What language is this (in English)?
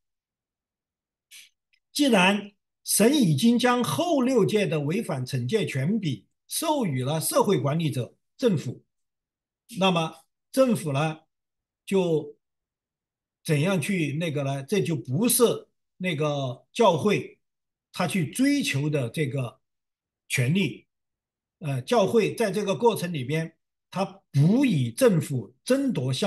Chinese